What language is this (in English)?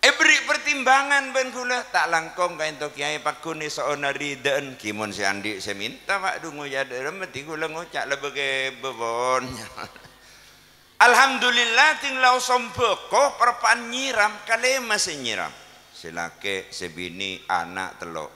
Madurese